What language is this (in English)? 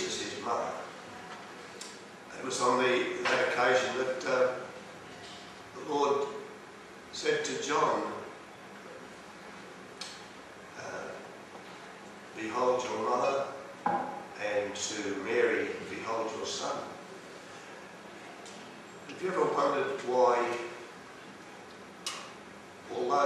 English